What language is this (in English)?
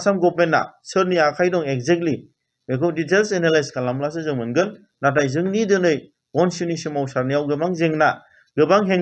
Bodo